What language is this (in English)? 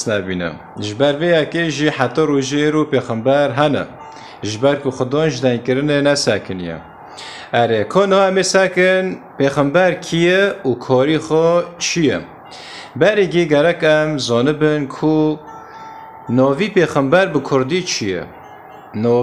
Kurdish